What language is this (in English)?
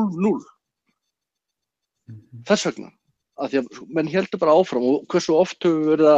Icelandic